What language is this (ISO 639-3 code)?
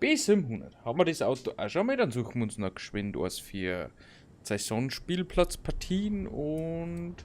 bar